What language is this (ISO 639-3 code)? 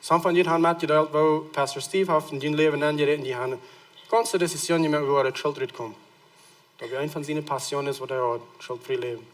pdt